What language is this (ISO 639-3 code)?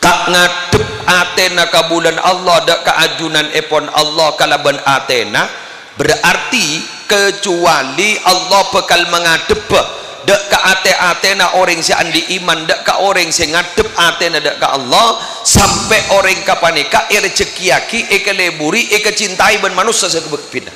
mad